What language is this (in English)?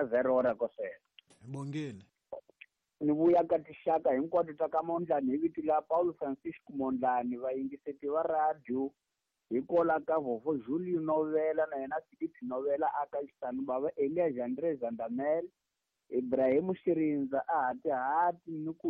Tsonga